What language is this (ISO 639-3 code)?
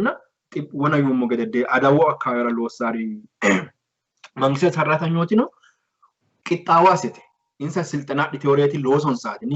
sid